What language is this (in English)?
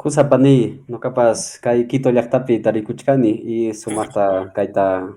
Quechua